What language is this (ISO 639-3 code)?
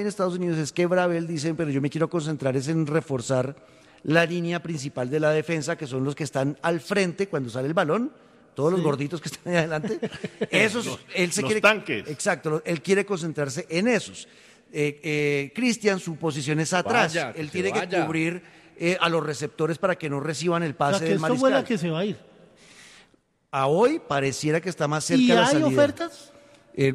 spa